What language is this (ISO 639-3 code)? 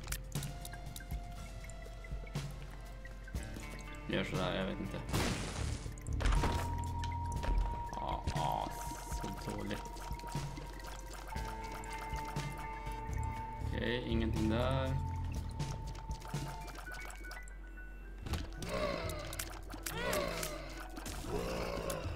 swe